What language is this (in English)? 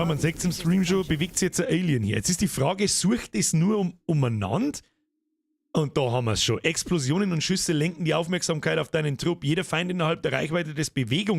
Bavarian